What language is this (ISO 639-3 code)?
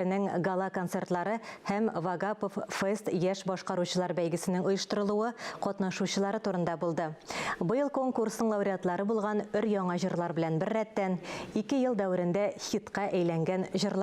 tat